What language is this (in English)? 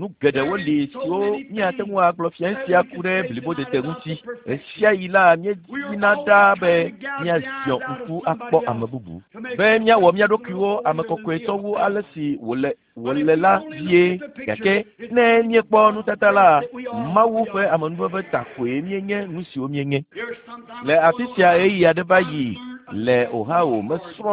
Ewe